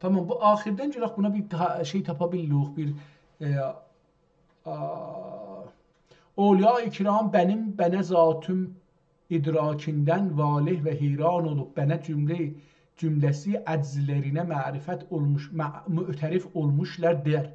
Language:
South Azerbaijani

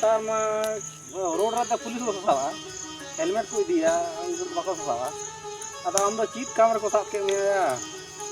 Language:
Santali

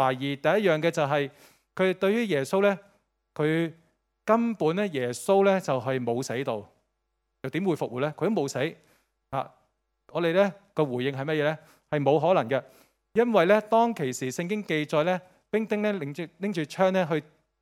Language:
Cantonese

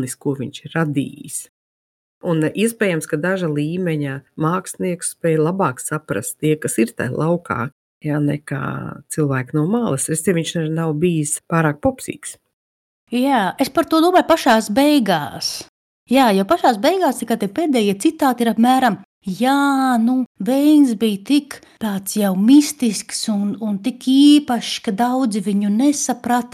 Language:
Latvian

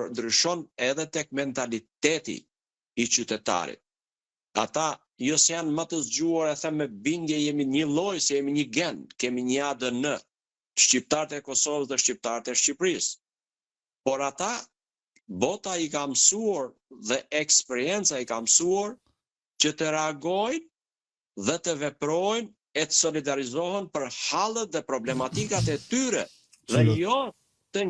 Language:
Albanian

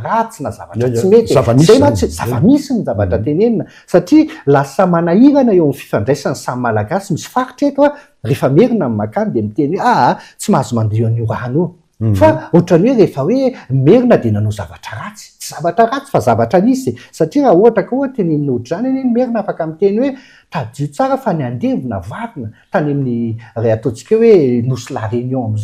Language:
Malagasy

